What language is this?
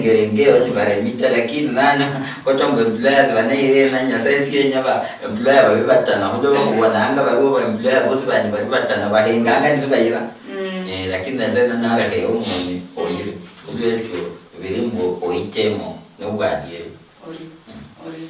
Luyia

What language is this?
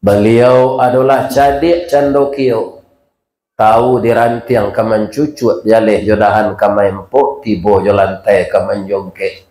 Minangkabau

